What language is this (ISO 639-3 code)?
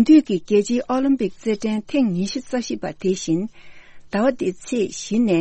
bod